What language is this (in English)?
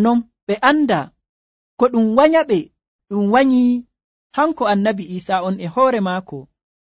Nigerian Fulfulde